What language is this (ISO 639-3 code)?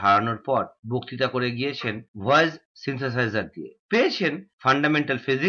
ben